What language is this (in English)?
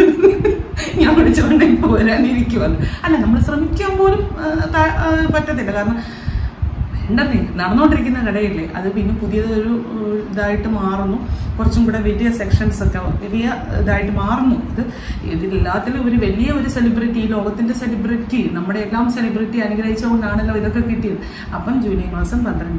Malayalam